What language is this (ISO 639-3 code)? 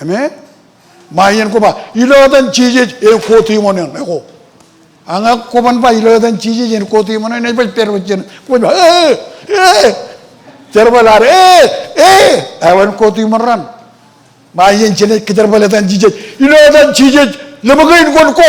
mah